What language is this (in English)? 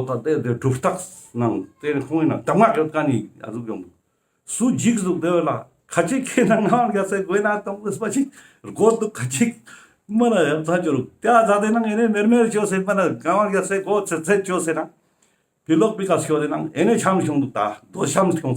Ladakhi